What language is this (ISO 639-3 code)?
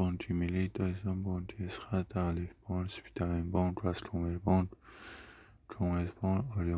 tgk